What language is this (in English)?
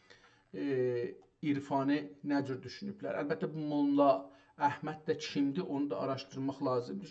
South Azerbaijani